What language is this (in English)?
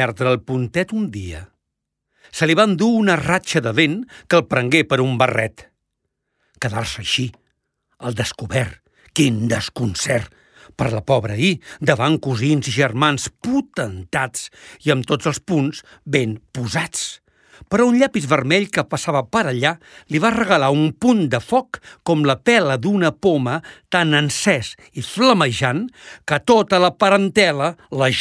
Catalan